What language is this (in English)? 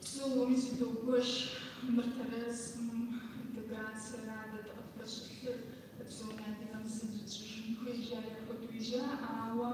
Kabardian